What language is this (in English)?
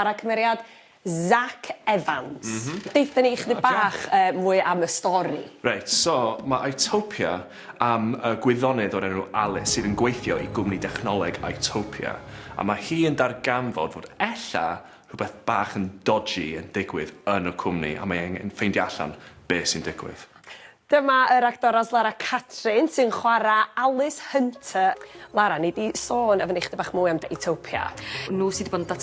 Welsh